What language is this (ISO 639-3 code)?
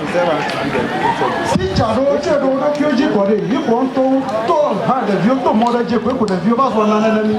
ewe